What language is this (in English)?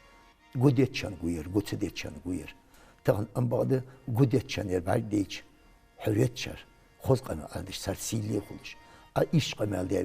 Ingush